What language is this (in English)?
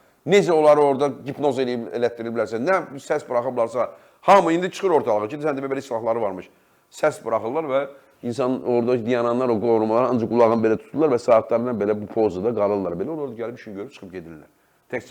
Azerbaijani